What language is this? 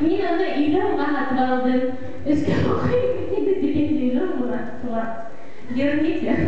Bashkir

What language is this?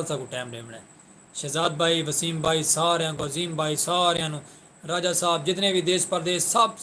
Saraiki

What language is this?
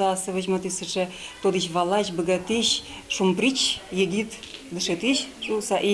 Udmurt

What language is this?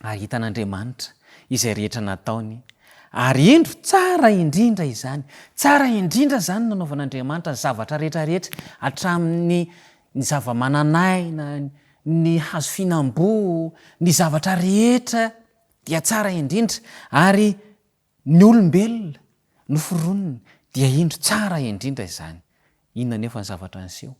Malagasy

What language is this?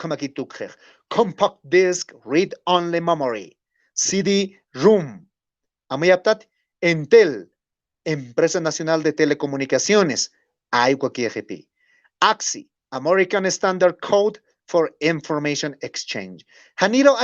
Aymara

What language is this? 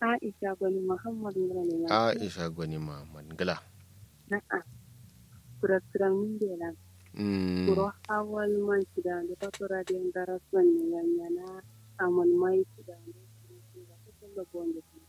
Kanuri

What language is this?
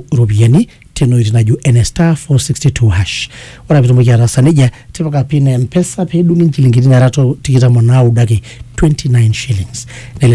Masai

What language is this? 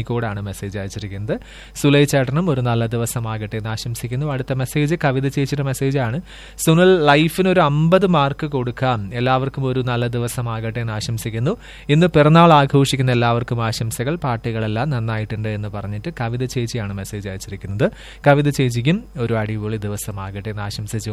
Malayalam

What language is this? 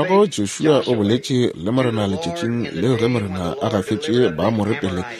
Northern Sotho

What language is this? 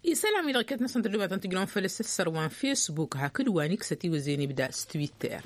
Tamasheq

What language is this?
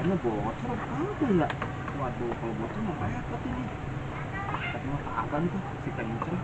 Betawi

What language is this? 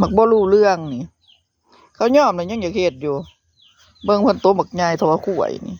Northeastern Thai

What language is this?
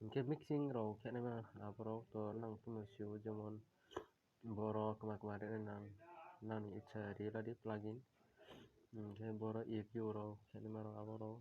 Kok Borok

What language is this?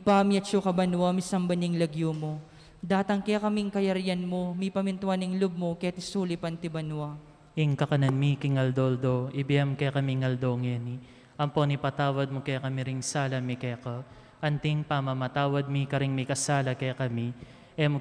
Pampanga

